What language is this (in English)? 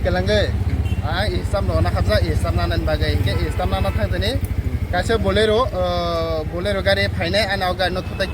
Kok Borok